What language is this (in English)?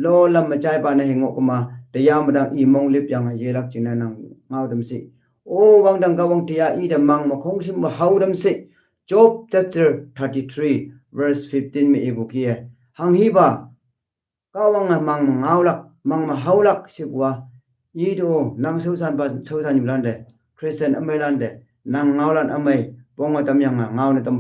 Konyak Naga